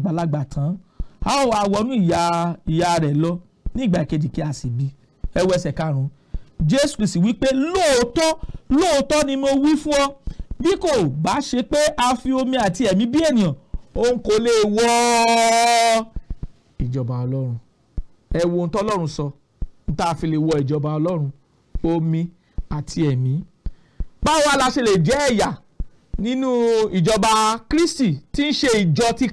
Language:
Yoruba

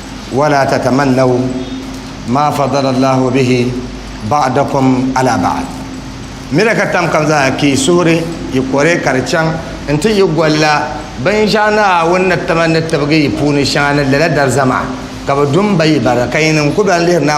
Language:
Dagbani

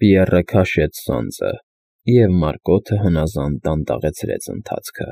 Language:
Armenian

